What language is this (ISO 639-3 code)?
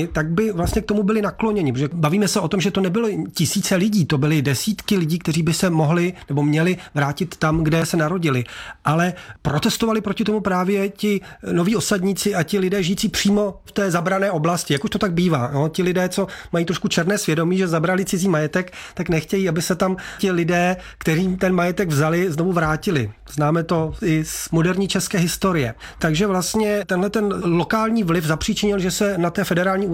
ces